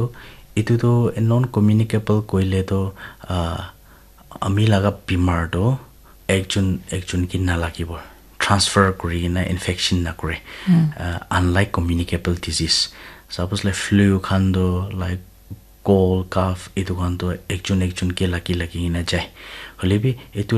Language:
Naga Pidgin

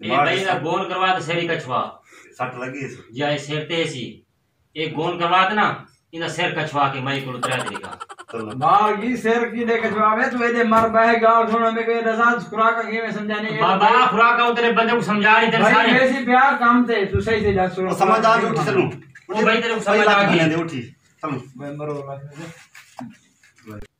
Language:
Saraiki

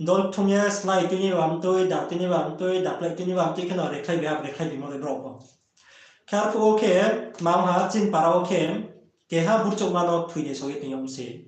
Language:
Riang (India)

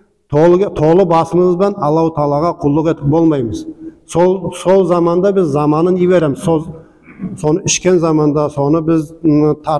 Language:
Nogai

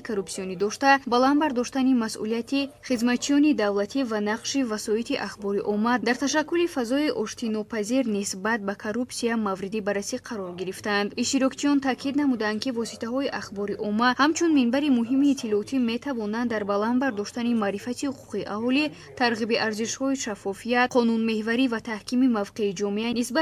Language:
Tajik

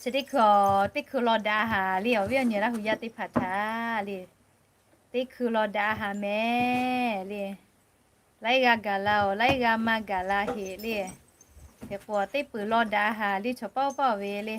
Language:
Lahu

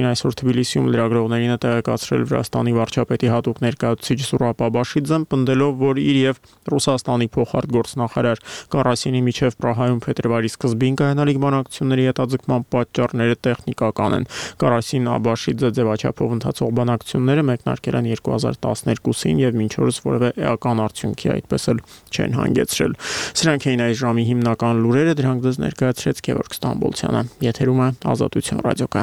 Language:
Armenian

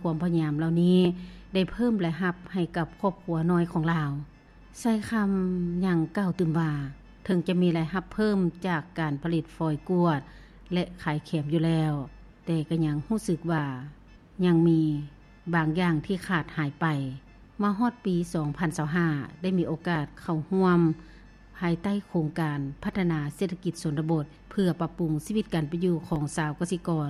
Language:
Lao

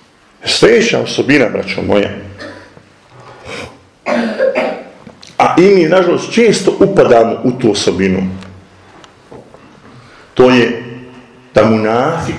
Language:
Bosnian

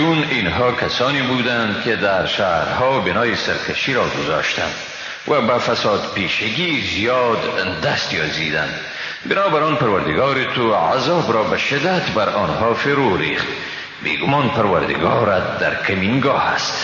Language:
Persian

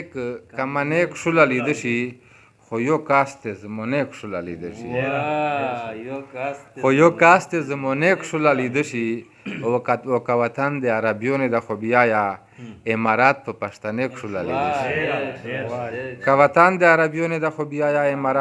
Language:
Pashto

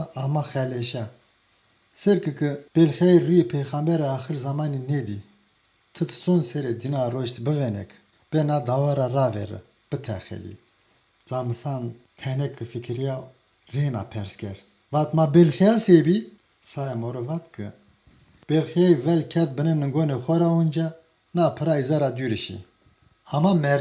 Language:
Zaza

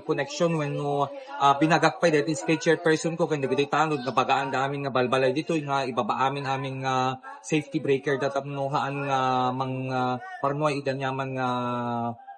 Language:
Iloko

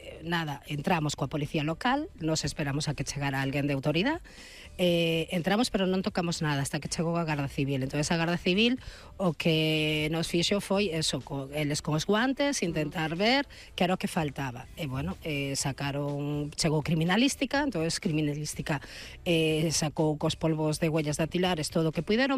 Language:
Galician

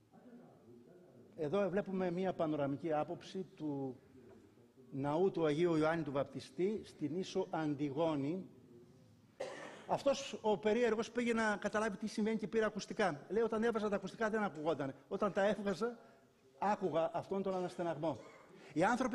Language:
Greek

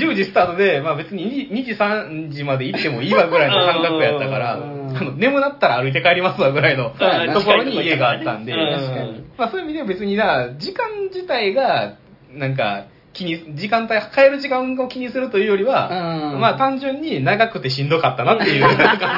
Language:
Japanese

